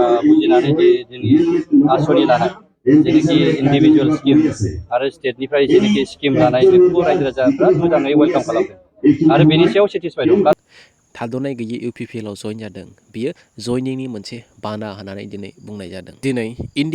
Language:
Bodo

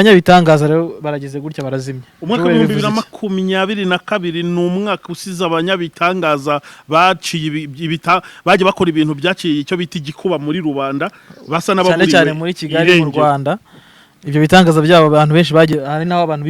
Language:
Kinyarwanda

